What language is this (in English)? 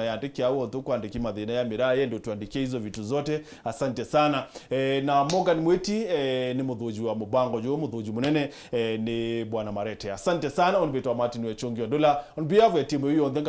Meru